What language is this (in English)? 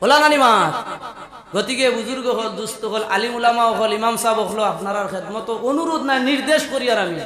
Sylheti